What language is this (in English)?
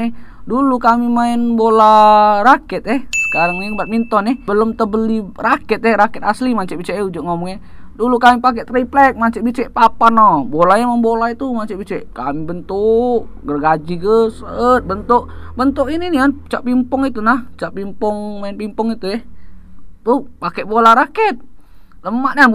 Musi